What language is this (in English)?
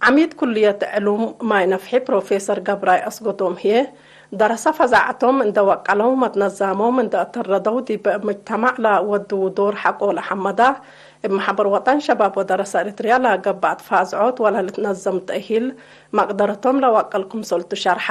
Tigre